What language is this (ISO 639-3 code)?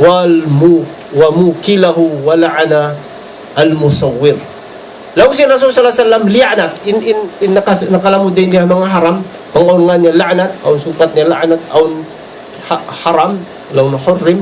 tsg